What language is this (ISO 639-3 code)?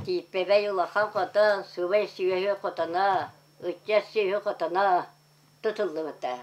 sah